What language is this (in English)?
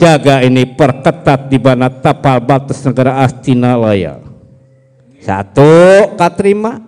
Betawi